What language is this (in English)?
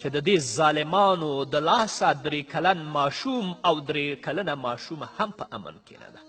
Pashto